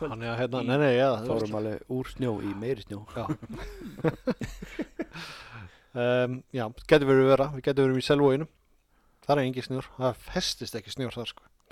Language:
Icelandic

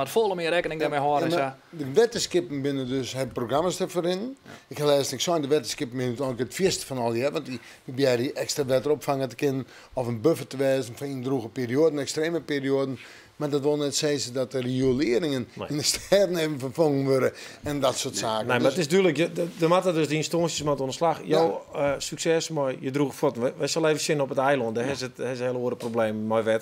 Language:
Western Frisian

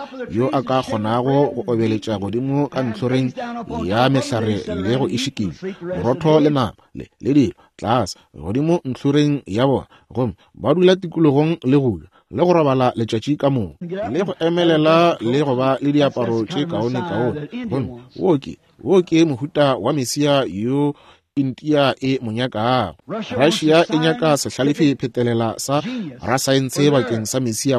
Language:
Northern Sotho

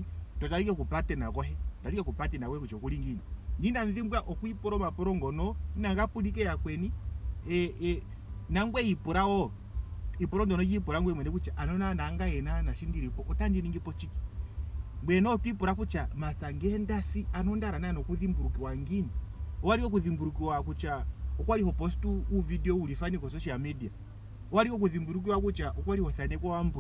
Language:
Ndonga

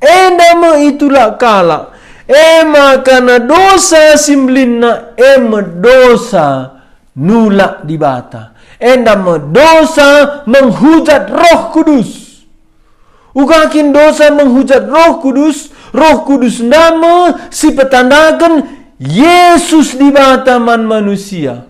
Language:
Batak Karo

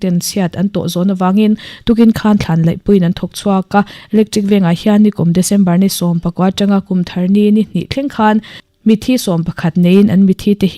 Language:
Mizo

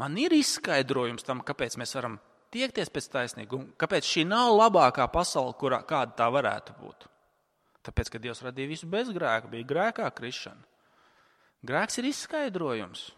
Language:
Latvian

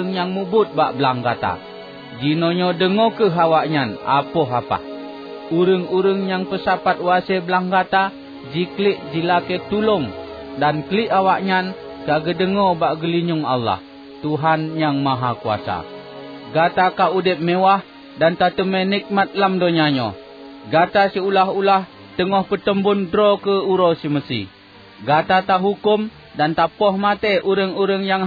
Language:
Achinese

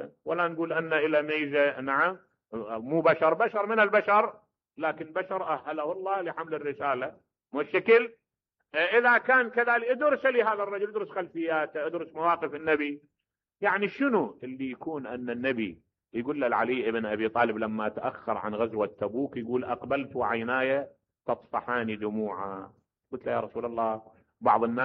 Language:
Mesopotamian Arabic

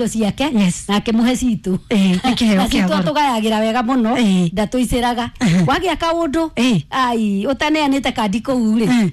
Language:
Kikuyu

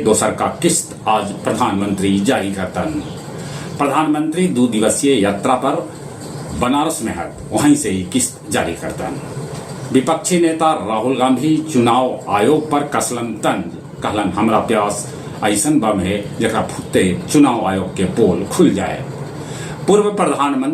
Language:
Magahi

